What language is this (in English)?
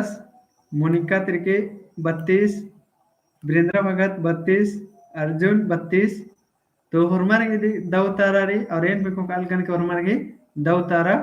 Kurukh